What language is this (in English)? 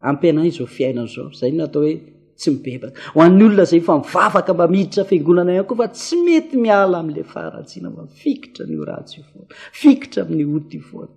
Malagasy